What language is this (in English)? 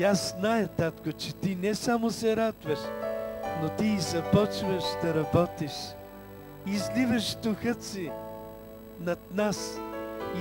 Bulgarian